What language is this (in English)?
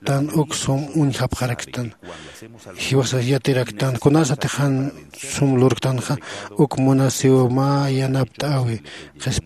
Aymara